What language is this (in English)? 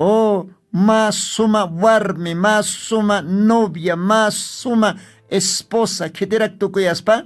Aymara